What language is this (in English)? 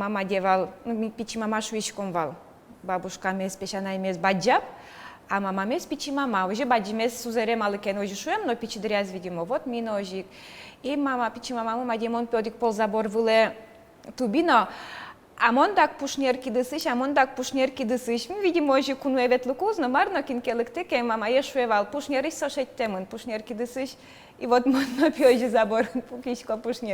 Udmurt